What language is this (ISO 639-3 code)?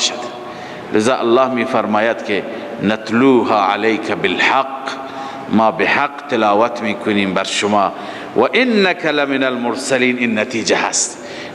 fas